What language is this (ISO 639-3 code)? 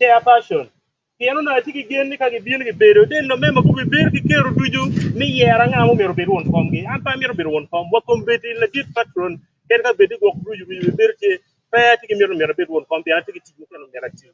ach